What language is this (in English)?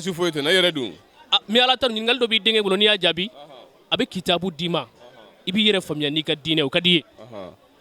Bambara